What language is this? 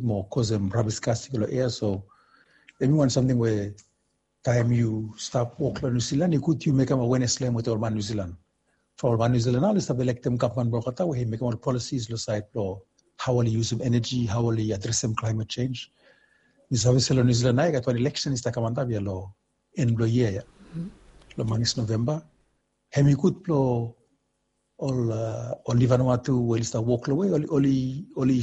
Bislama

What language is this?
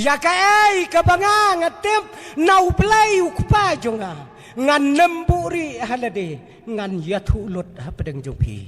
Khasi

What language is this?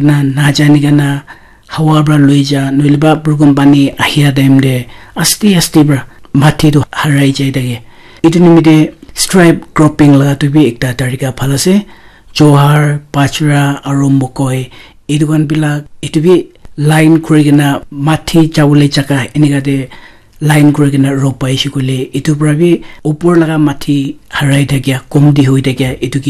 Naga Pidgin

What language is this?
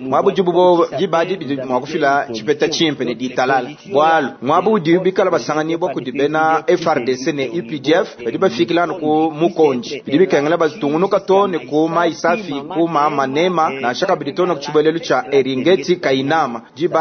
Luba-Lulua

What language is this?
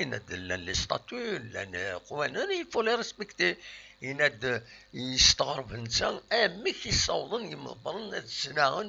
Kabyle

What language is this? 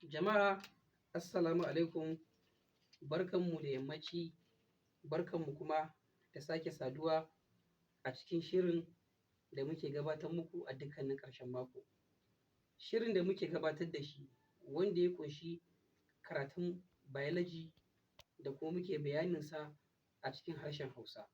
Hausa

